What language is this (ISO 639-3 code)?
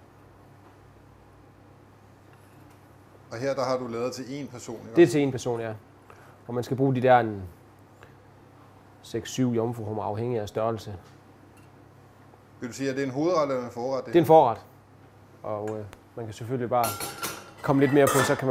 dan